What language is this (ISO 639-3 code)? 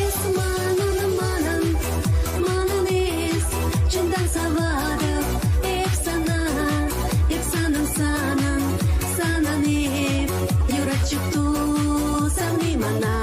chv